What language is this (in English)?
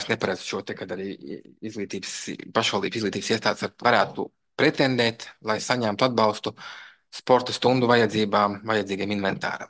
Latvian